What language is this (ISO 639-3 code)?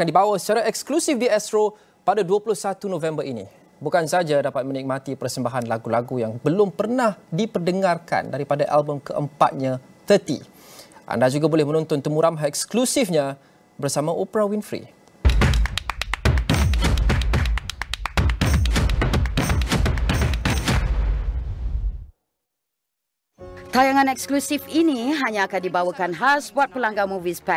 msa